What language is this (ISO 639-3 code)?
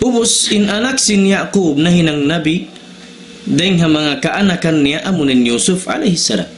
tsg